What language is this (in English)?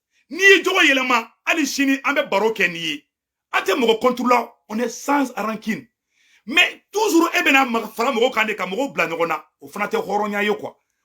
Bambara